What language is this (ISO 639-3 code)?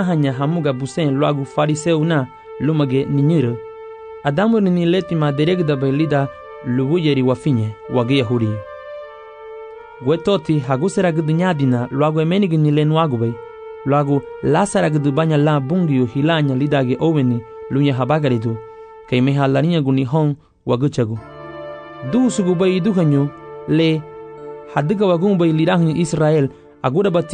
cab